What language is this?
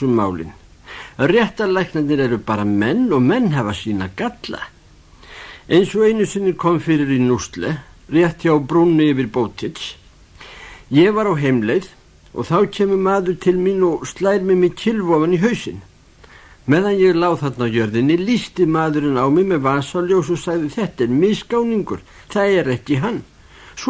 Icelandic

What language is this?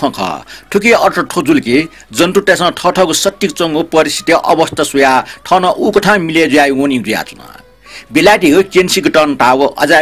Newari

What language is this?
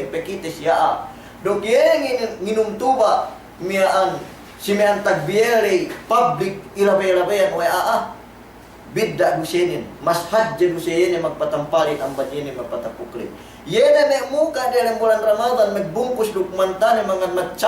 Yakan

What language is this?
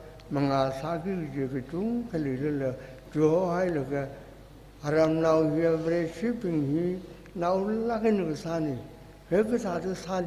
Tangkhul Naga (India)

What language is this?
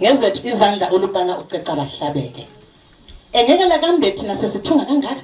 North Ndebele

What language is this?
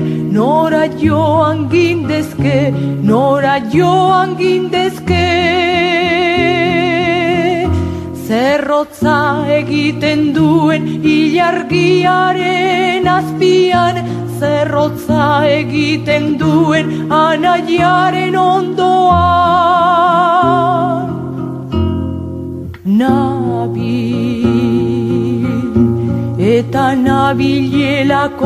Basque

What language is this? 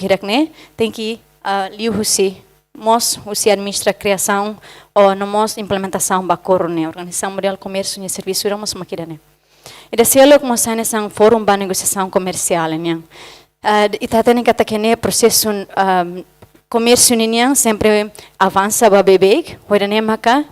Tetum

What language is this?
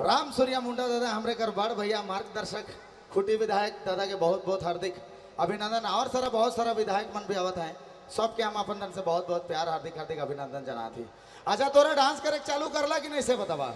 Sadri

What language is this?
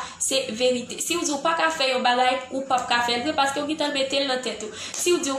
Haitian Creole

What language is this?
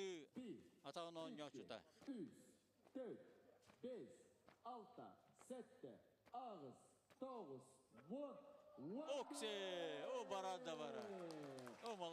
Yakut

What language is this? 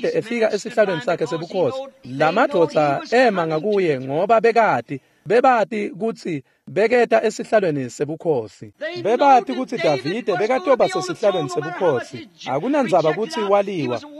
Swati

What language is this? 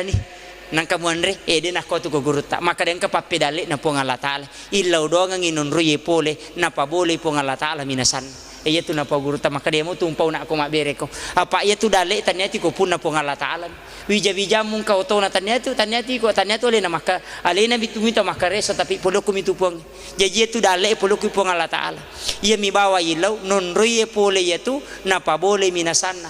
Buginese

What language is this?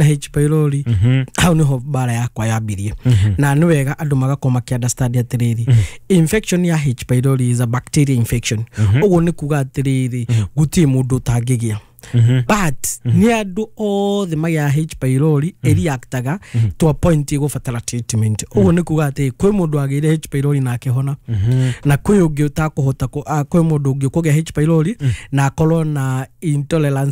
Kikuyu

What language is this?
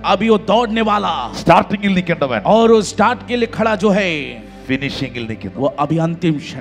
Malayalam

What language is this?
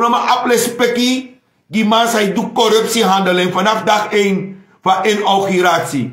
Sranan Tongo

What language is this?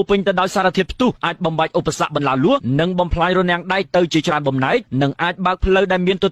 Khmer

